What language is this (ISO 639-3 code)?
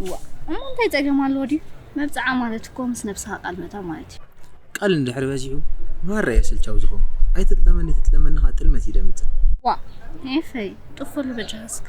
tir